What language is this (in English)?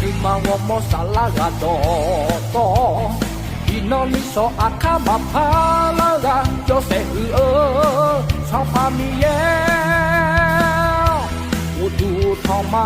Akha